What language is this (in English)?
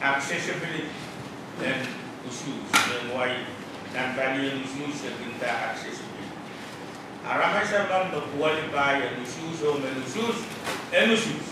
Pohnpeian